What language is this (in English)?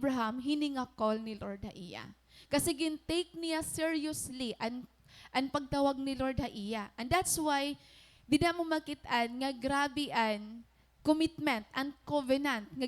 Waray